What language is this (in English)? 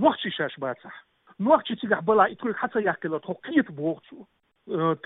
Chechen